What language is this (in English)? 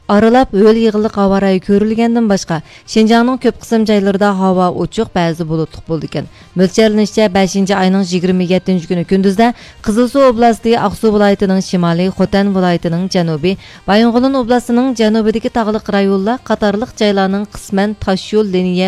Uyghur